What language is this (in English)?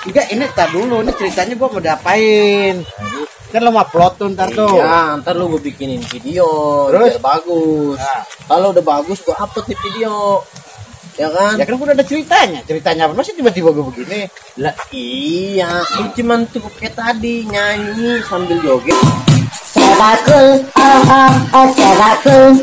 Betawi